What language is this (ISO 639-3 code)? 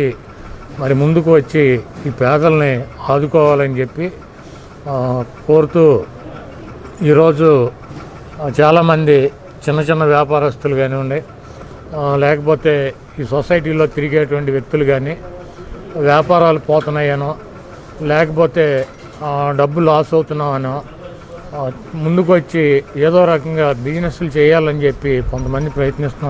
tel